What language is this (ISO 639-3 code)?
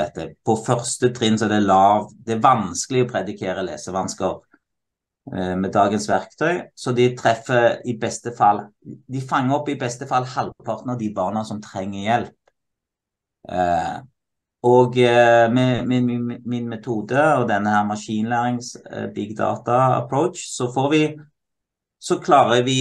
nor